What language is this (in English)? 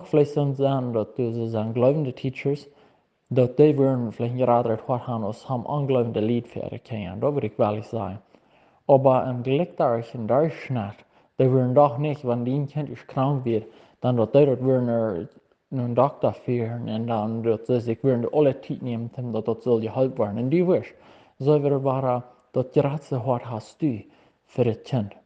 Plautdietsch